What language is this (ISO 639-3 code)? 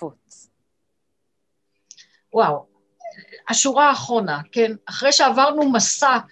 heb